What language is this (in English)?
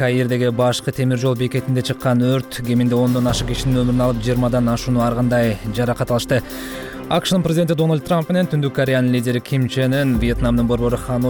Kyrgyz